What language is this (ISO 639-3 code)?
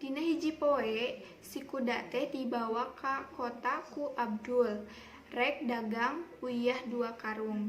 sun